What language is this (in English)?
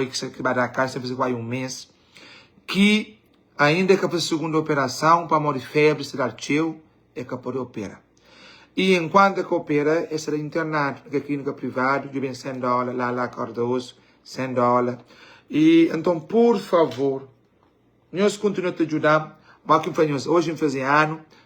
Kabuverdianu